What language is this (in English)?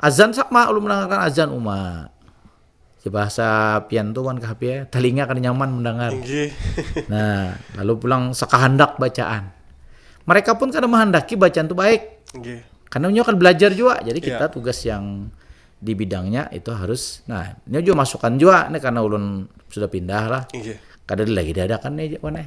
Banjar